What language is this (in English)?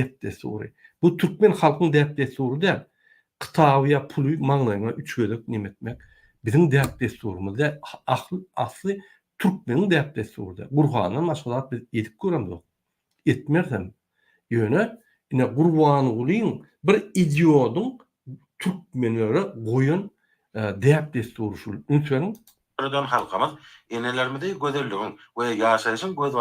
Turkmen